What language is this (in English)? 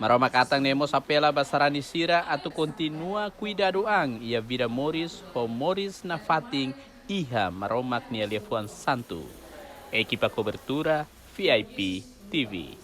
Tetum